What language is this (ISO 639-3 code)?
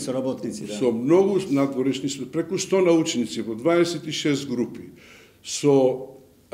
mkd